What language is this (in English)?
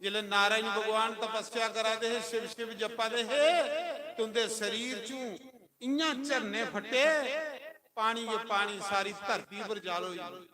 Dogri